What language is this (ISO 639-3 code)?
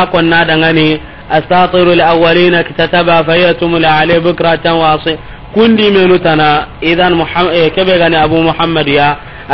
snk